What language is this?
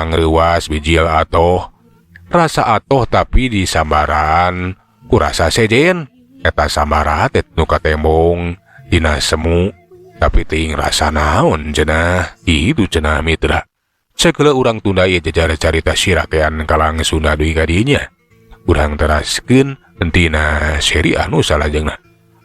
Sundanese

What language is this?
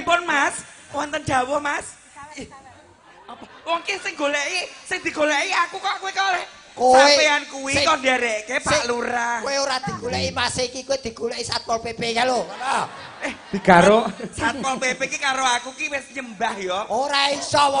Javanese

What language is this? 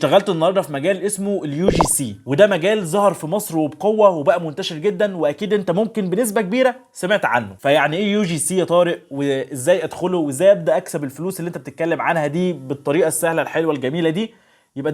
Egyptian Arabic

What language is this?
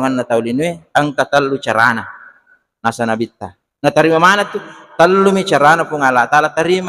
Buginese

